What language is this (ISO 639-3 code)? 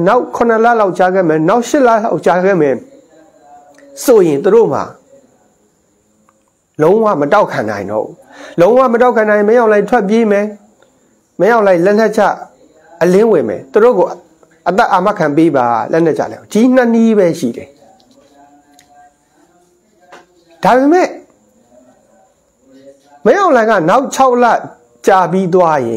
mya